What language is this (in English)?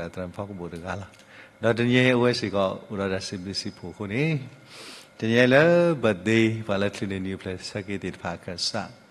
S'gaw Karen